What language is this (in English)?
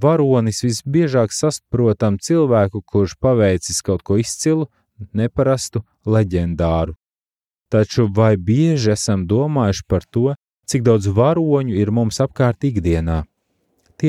Latvian